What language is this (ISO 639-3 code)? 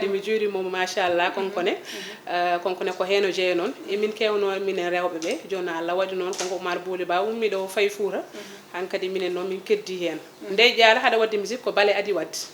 ful